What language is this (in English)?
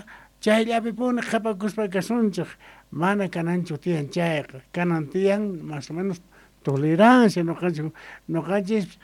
South Bolivian Quechua